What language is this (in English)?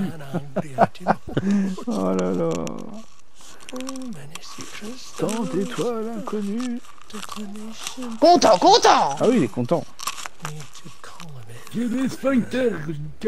French